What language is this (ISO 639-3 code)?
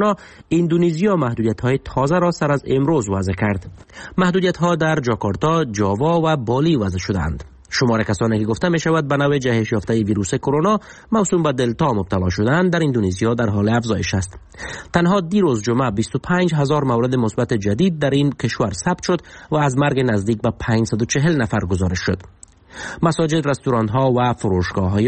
fas